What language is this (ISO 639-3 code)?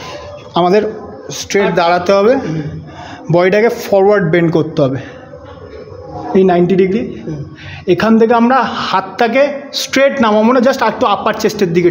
ben